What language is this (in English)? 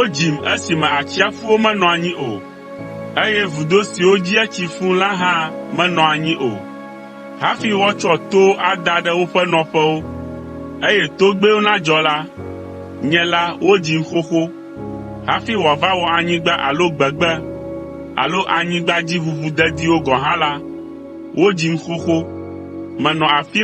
Ewe